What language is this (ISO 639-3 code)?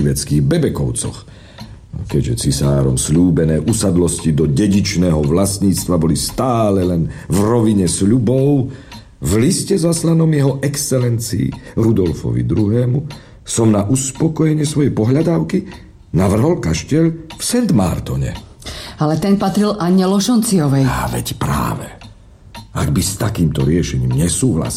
slk